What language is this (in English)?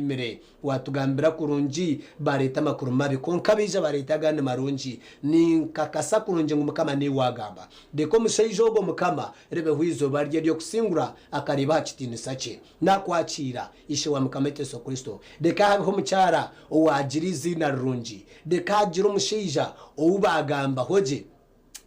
Nyankole